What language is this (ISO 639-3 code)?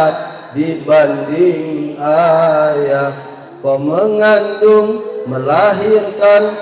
mui